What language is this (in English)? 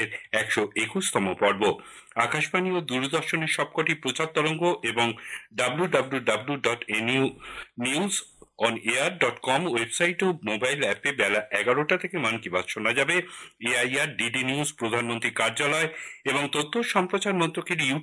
Bangla